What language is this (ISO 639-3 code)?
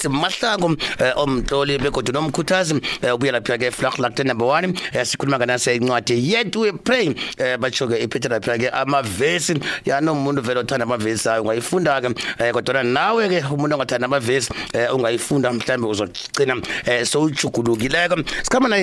nbl